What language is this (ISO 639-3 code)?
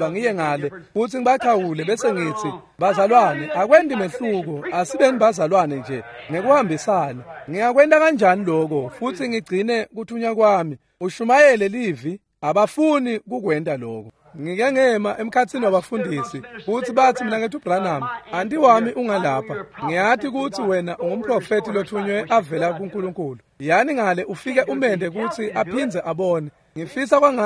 ssw